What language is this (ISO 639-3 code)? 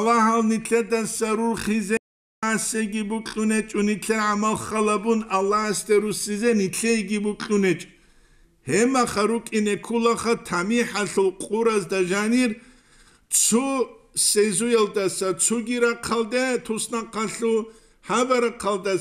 ava